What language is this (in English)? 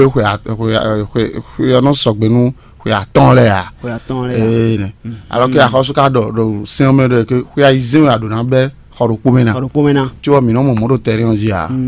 Fon